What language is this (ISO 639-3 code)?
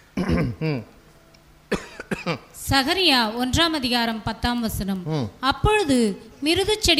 tam